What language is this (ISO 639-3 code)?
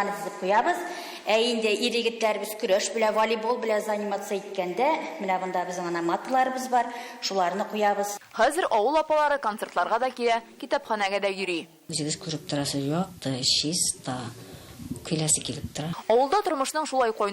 tat